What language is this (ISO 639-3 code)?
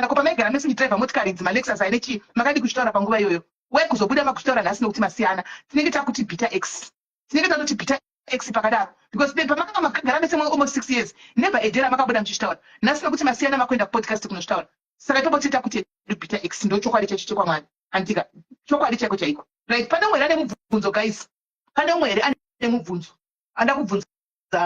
sna